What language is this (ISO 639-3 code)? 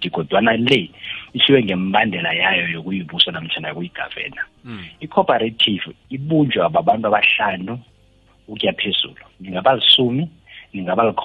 nbl